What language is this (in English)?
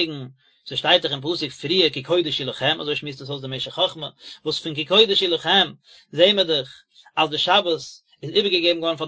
Yiddish